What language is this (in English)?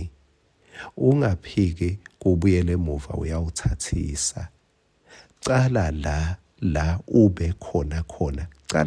Swati